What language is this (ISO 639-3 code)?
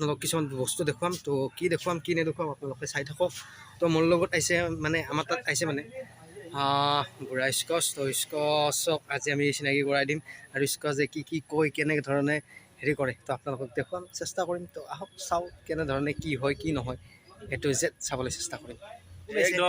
asm